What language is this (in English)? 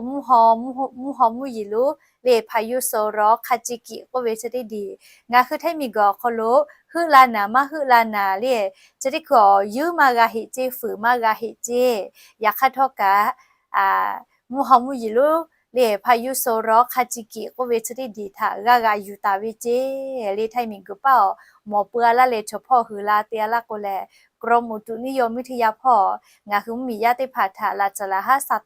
Lahu